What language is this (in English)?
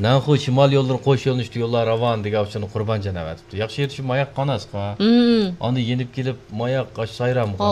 Uyghur